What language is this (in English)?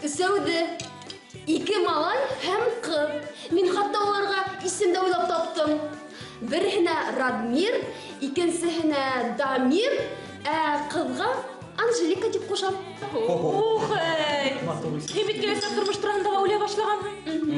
Bashkir